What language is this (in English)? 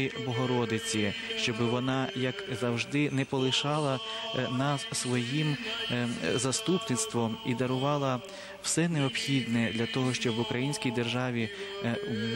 Ukrainian